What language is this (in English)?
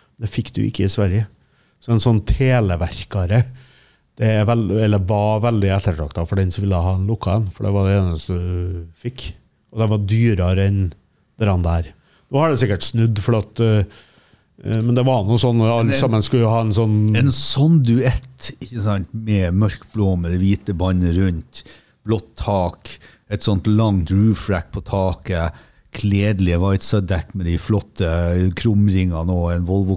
Norwegian